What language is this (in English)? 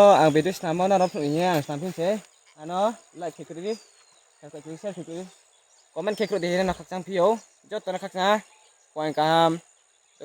Riang (India)